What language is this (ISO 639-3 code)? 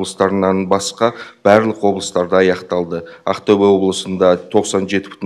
kaz